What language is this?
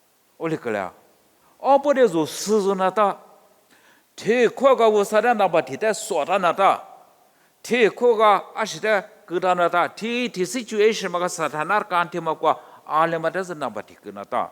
Lisu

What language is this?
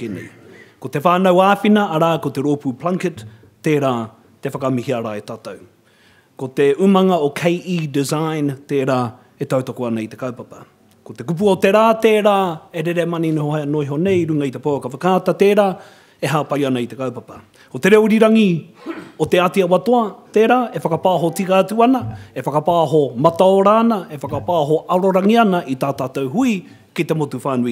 Māori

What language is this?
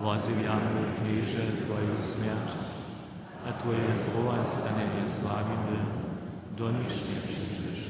Upper Sorbian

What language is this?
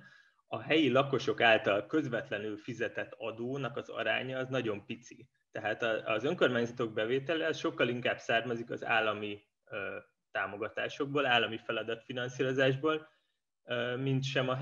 Hungarian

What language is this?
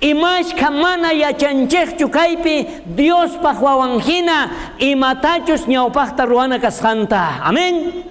South Bolivian Quechua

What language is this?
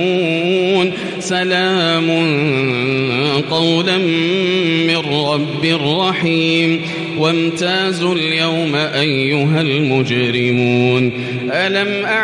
Arabic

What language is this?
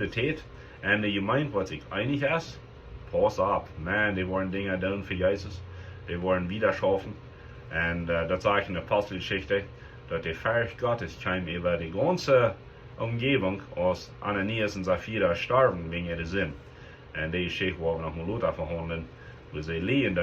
Plautdietsch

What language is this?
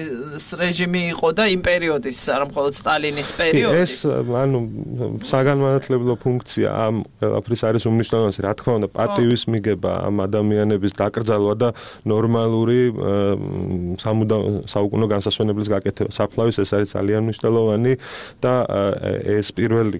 Georgian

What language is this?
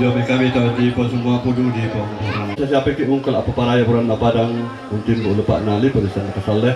Toraja-Sa'dan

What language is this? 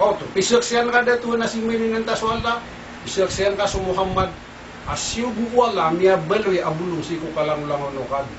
Maranao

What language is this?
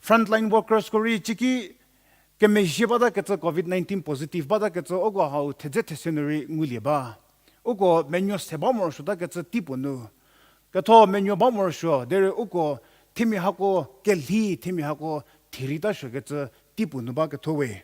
Angami Naga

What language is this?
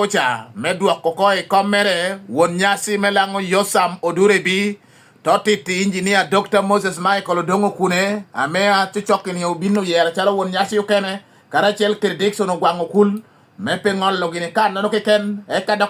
Lango (Uganda)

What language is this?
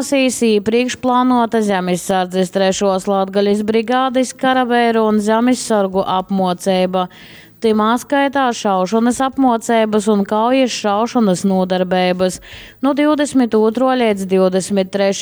Latgalian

